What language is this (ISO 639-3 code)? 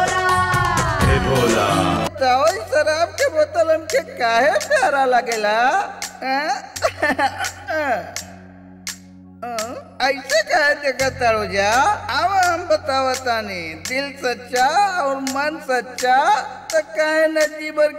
bho